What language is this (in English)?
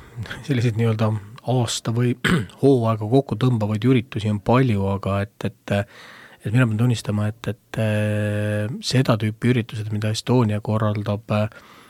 Estonian